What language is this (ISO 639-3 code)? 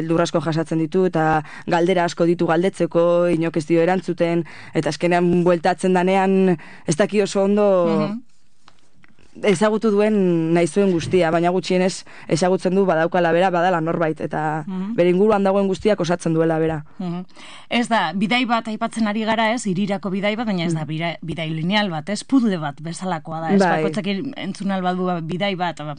eus